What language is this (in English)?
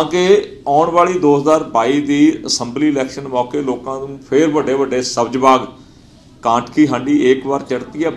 Punjabi